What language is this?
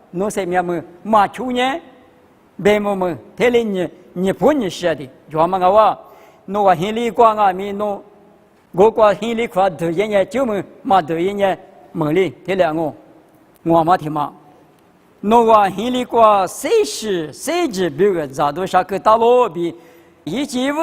Lisu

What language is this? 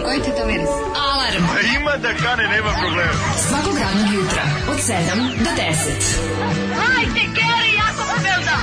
Serbian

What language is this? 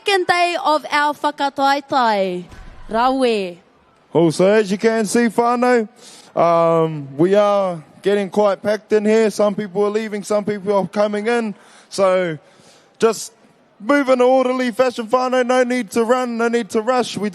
Māori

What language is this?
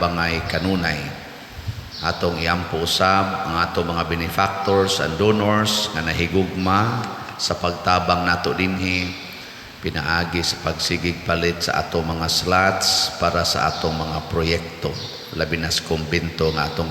Cebuano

